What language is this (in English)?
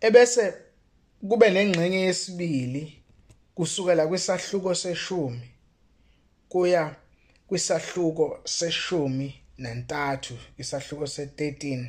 Zulu